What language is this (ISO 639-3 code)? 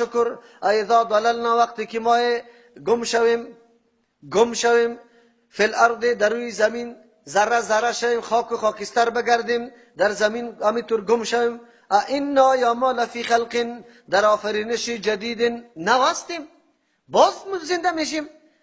fas